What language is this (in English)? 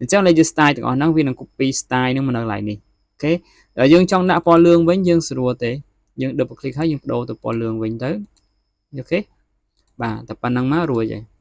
Khmer